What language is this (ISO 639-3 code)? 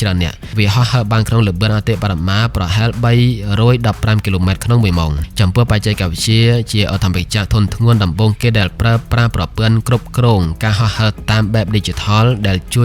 khm